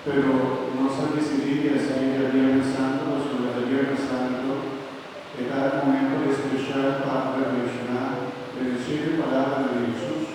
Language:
Papiamento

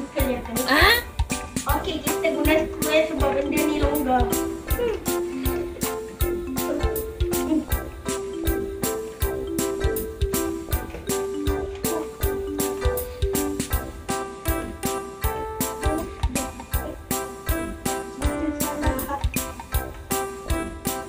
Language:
Malay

